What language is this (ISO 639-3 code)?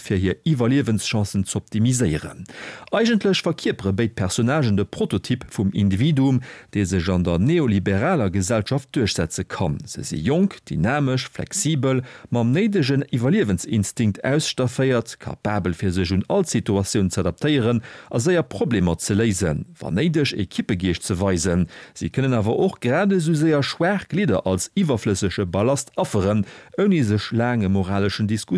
ltz